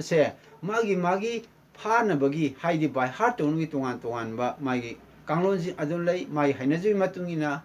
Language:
Manipuri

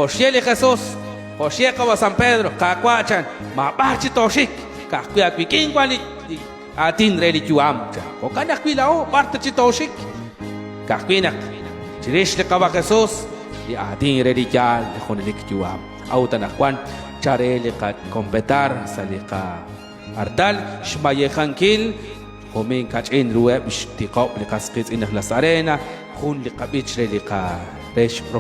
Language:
Kekchí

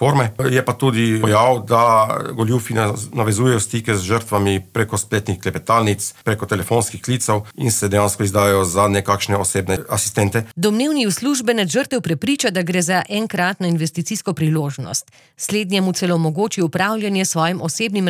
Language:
Slovenian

